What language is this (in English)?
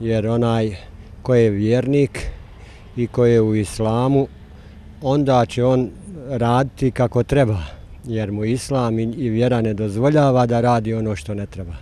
Bosnian